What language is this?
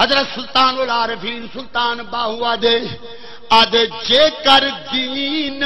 Saraiki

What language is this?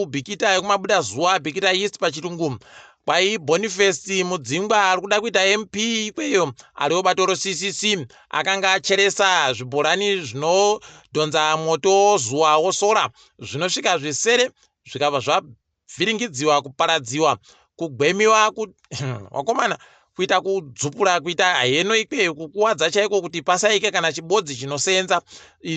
Ndau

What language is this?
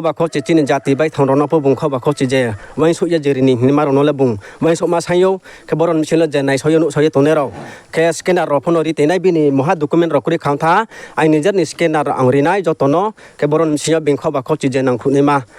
Riang (India)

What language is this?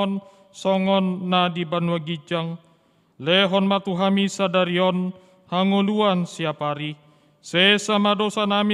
Batak Toba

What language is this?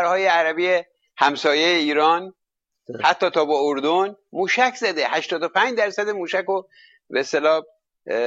Persian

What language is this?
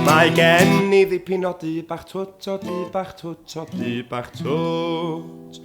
Welsh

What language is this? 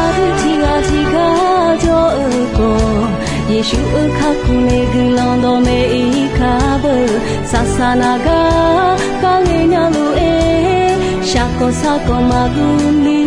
Akha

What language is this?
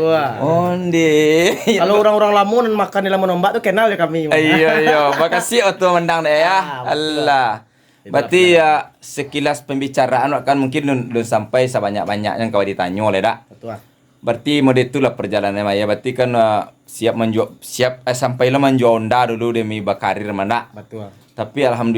Minangkabau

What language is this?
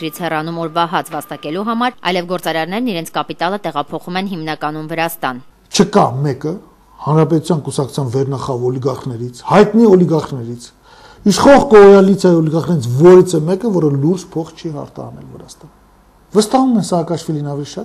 Armenian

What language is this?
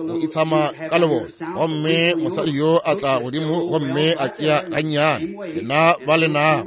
Northern Sotho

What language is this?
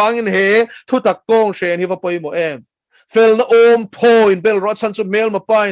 Mizo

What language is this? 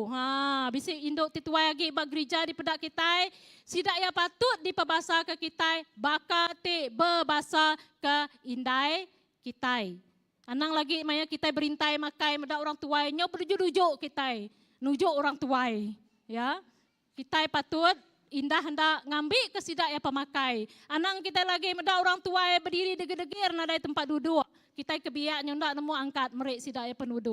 Iban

